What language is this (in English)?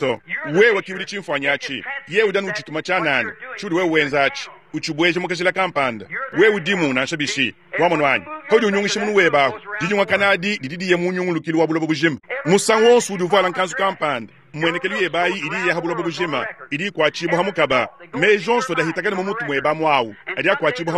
Luba-Lulua